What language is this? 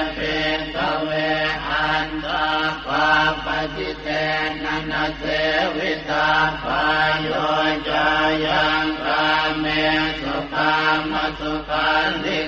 Pali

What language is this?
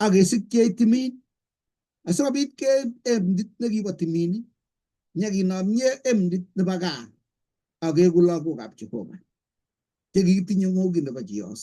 Kalenjin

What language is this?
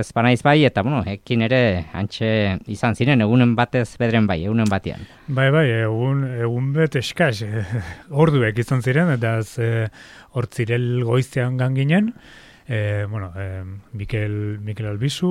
Basque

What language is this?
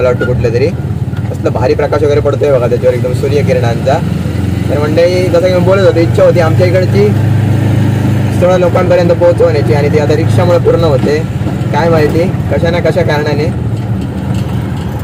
Marathi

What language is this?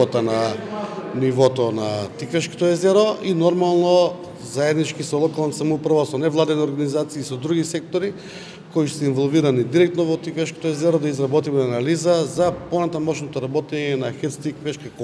Macedonian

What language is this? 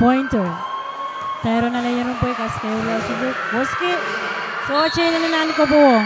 Pohnpeian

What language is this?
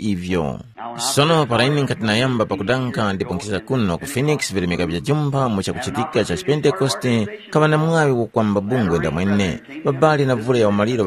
Tumbuka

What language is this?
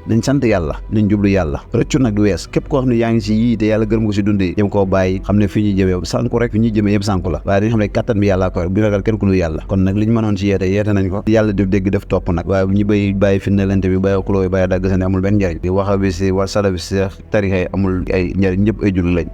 Wolof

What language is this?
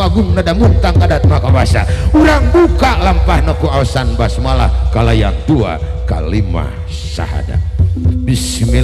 Sundanese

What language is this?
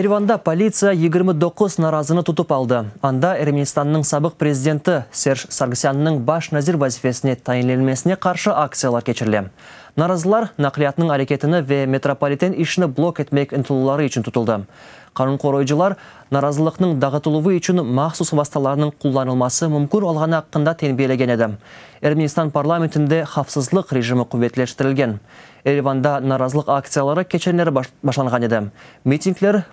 Crimean Tatar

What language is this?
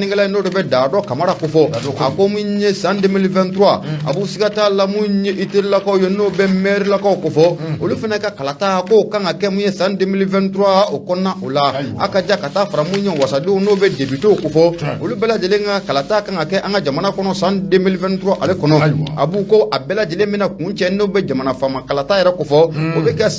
Bambara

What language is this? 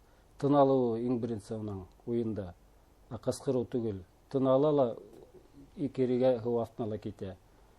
Bashkir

